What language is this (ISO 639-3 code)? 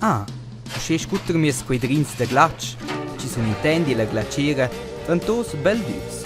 roh